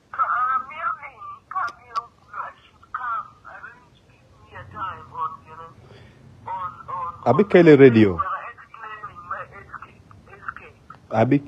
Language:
Acoli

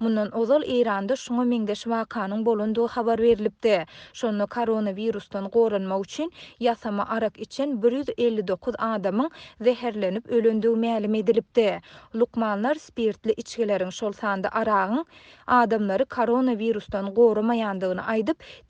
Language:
Turkmen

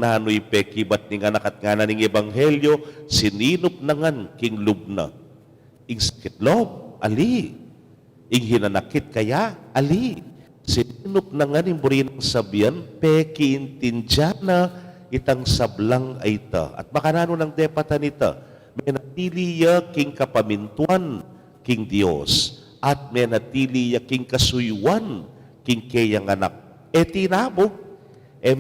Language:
Pampanga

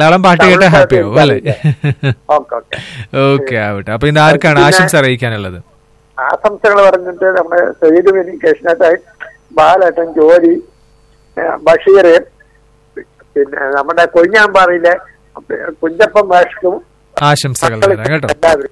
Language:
Malayalam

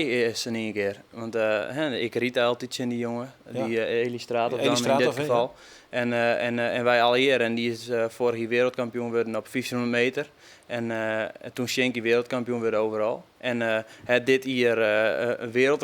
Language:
Western Frisian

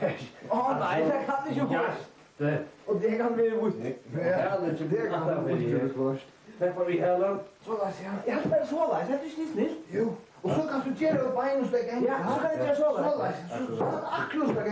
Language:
Faroese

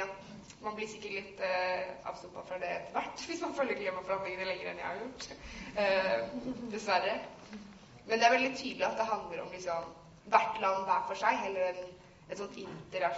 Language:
Norwegian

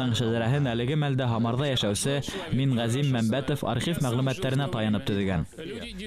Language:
Bashkir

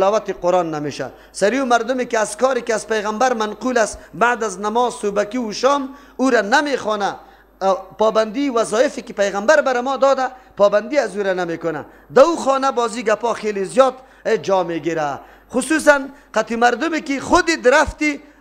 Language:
Persian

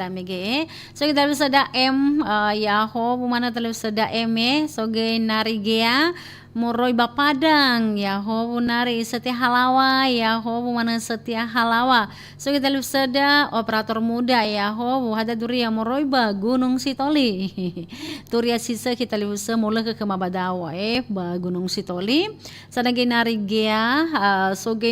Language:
Nias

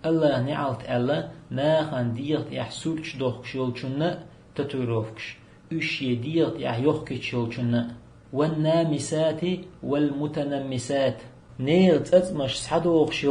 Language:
Chechen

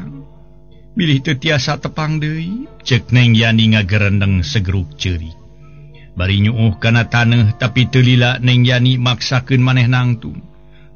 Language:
Sundanese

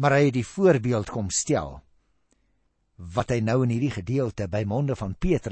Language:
Afrikaans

